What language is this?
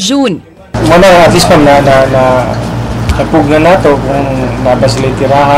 Cebuano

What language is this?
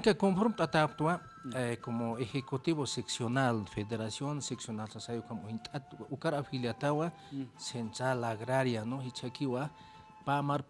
Aymara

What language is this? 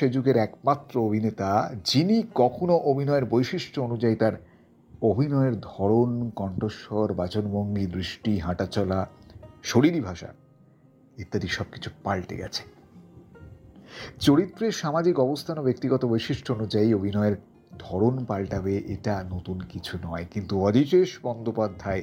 Bangla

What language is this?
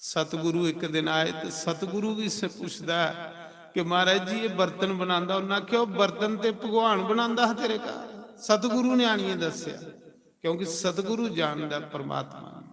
Dogri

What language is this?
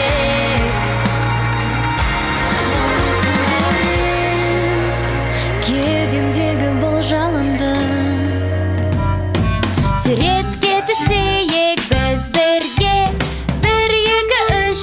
Kazakh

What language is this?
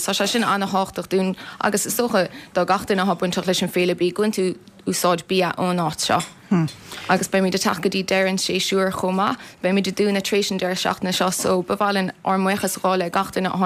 Irish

